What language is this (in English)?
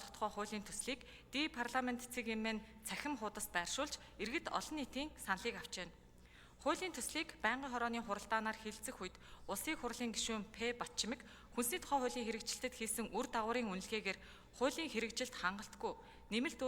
Mongolian